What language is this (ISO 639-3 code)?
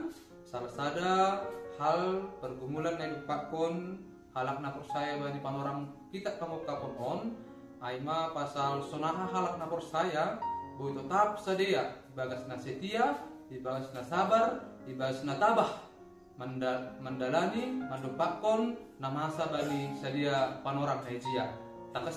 bts